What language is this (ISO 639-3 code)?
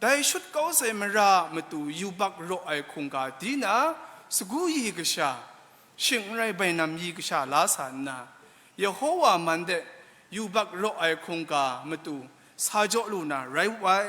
kac